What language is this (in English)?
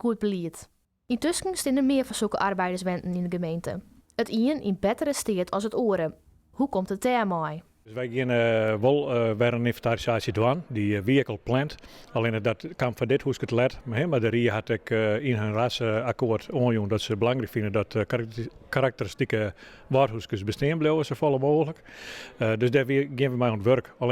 Western Frisian